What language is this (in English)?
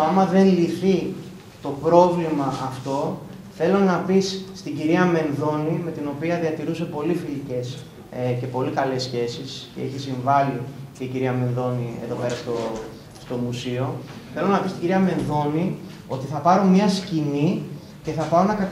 Greek